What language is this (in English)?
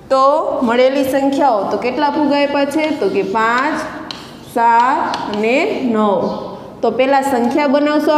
Gujarati